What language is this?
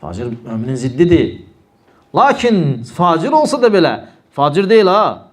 Azerbaijani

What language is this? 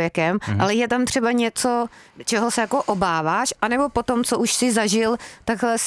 Czech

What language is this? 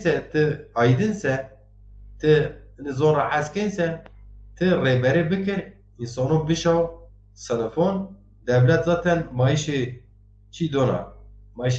Zaza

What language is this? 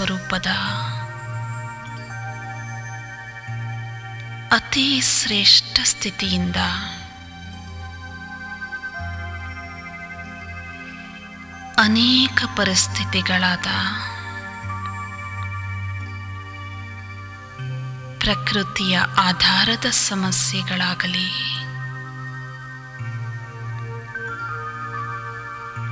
Kannada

